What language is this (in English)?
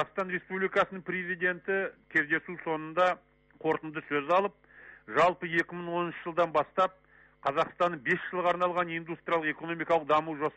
Kazakh